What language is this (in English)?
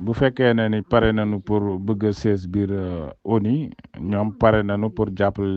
Wolof